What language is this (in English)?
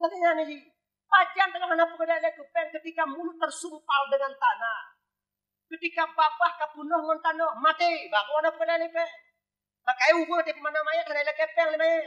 Achinese